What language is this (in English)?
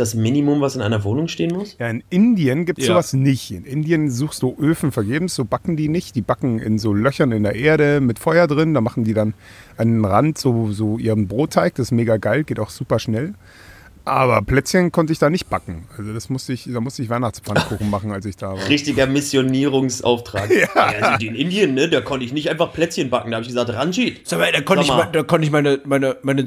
German